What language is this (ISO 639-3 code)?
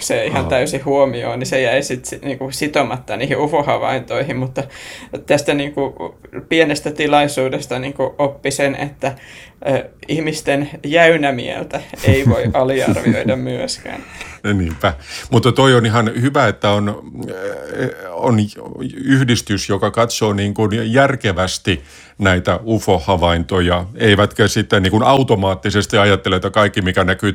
fin